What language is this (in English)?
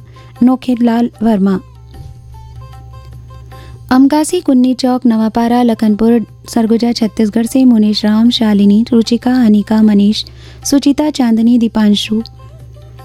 Hindi